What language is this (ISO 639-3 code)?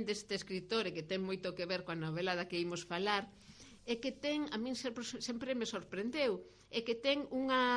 glg